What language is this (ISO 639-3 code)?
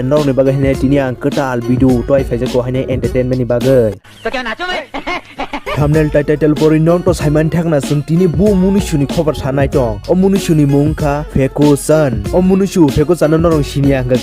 trp